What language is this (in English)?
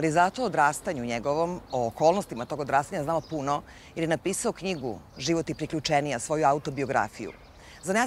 Serbian